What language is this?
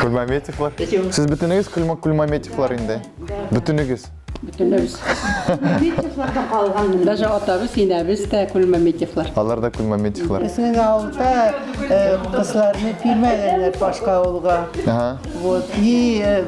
Tatar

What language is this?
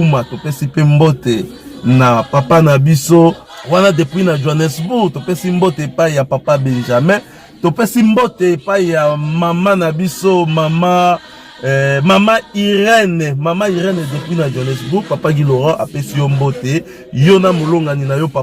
Lingala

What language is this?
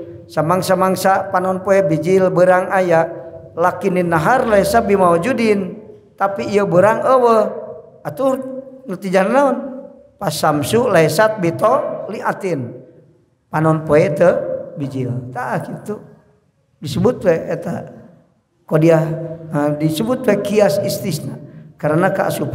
Sundanese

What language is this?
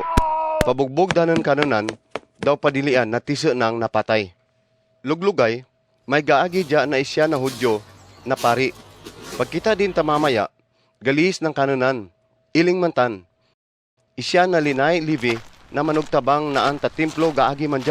Kagayanen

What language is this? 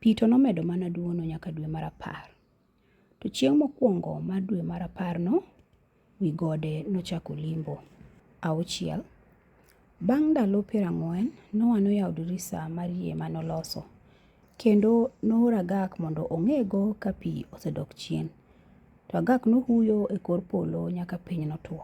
Luo (Kenya and Tanzania)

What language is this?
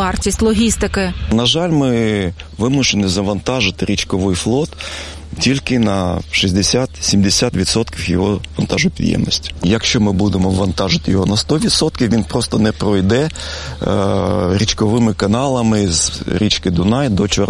Ukrainian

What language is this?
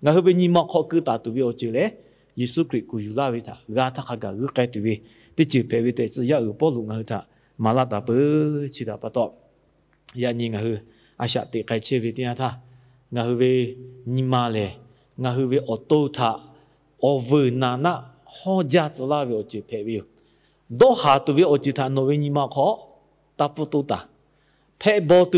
Lahu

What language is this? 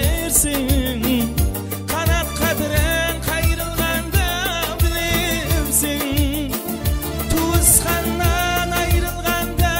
Kara-Kalpak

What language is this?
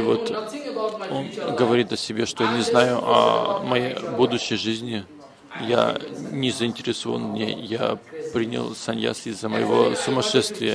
Russian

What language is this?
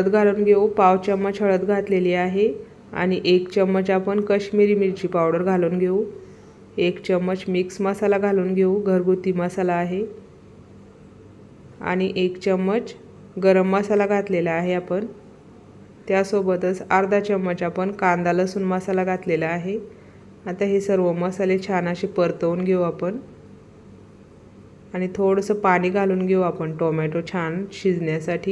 Marathi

